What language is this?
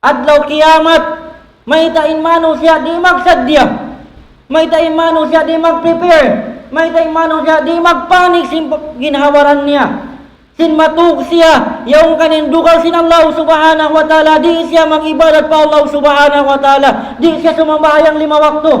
Tausug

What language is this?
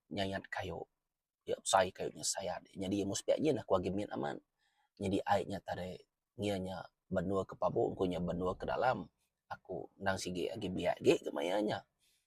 Iban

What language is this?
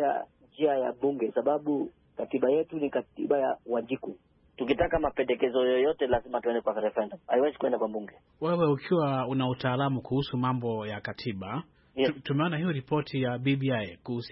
Swahili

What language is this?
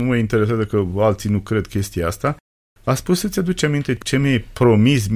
Romanian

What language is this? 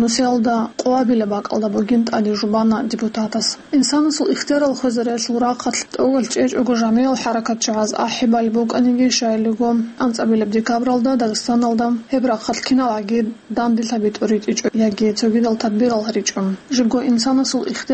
Avaric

